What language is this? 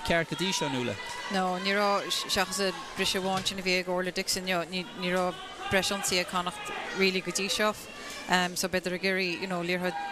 Irish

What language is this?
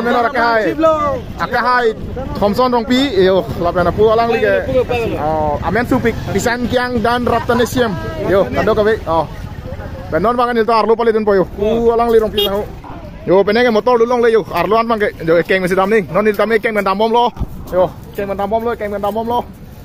Karbi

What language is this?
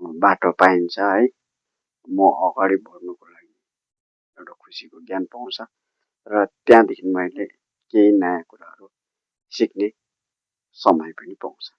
Nepali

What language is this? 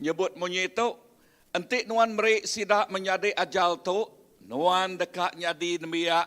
Iban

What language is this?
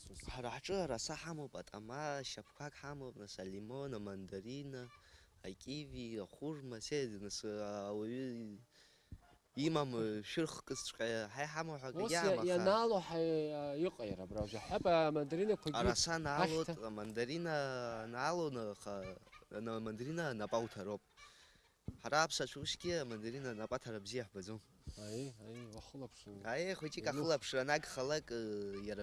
Abkhazian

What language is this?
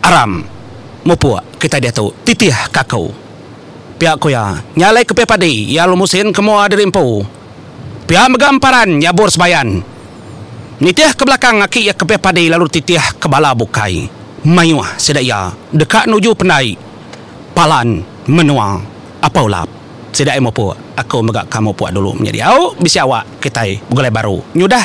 Iban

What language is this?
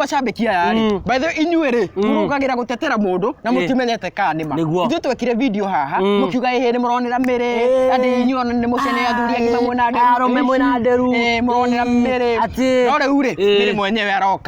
Kikuyu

